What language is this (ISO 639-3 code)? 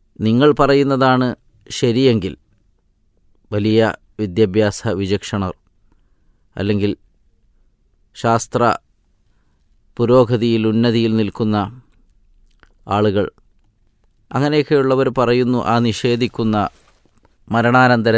mal